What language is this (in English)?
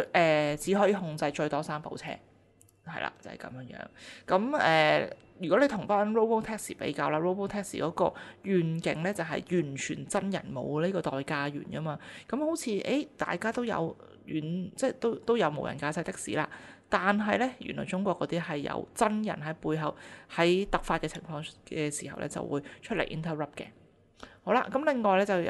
Cantonese